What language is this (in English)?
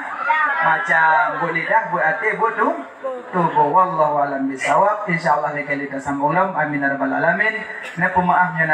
Achinese